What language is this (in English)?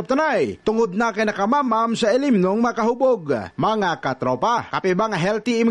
Cebuano